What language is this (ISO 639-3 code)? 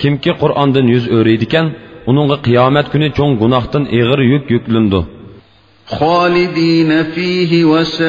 uig